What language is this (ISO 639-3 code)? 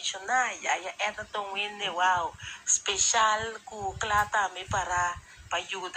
pap